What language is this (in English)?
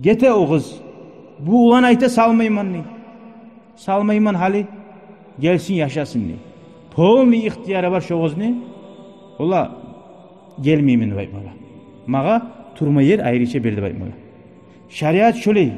Kumyk